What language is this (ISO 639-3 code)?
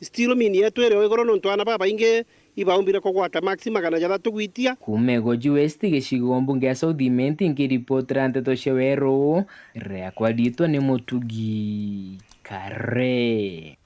mer